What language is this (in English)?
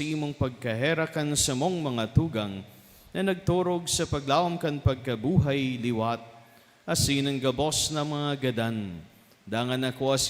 Bikol